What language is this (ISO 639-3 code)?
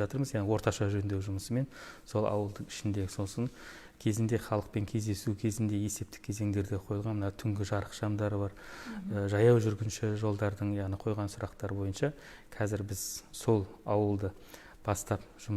kaz